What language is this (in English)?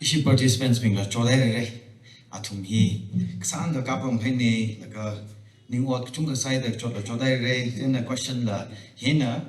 Tangkhul Naga (India)